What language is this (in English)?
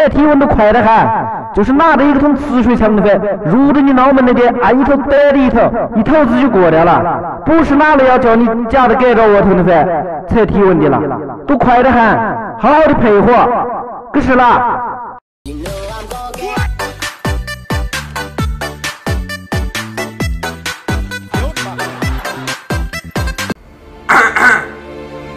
Chinese